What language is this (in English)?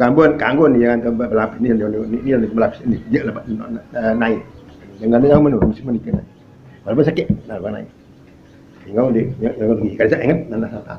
Sasak